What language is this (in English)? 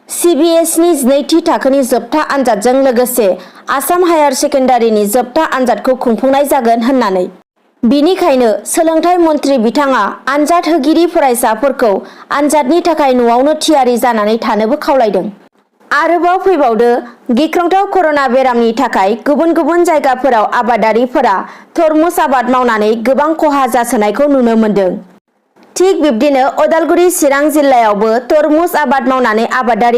Bodo